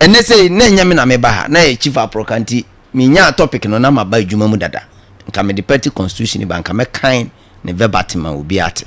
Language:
Akan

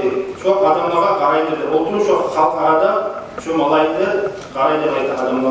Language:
Kumyk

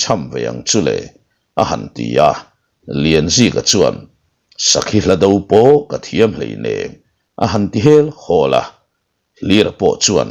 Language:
Mizo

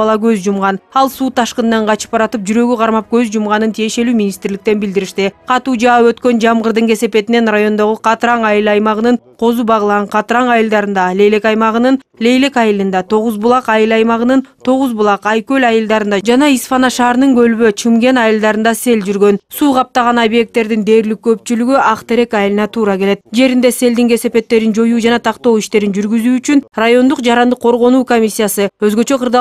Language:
Kyrgyz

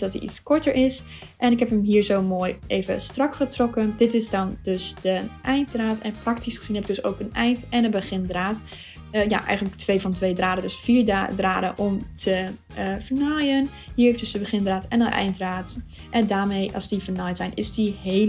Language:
Dutch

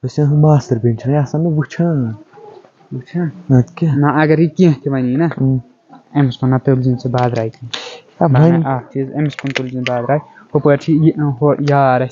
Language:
Kashmiri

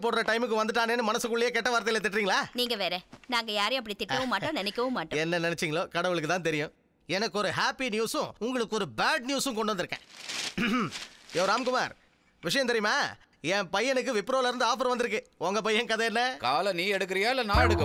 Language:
Tamil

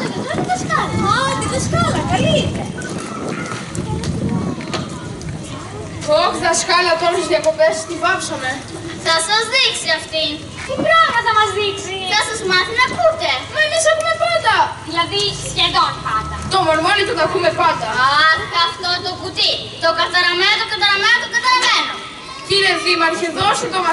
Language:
Greek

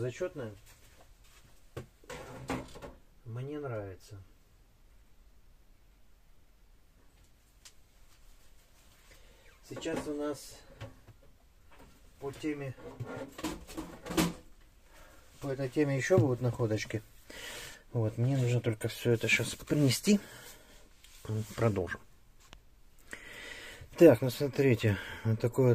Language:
Russian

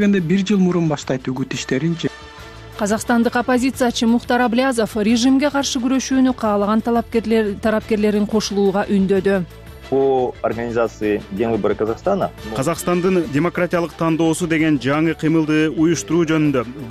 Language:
Kyrgyz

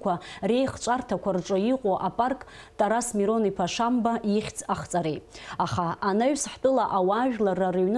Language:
Abkhazian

